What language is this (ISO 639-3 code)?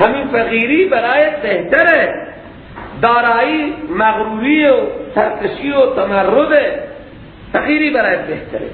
fas